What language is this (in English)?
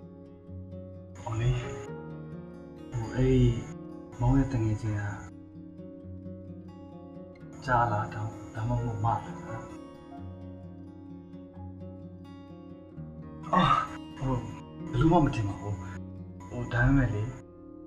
Burmese